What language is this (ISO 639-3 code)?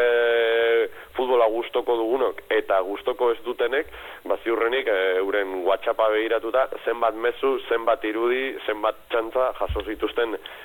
eus